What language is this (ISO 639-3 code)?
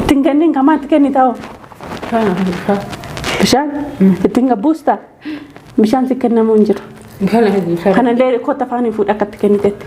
orm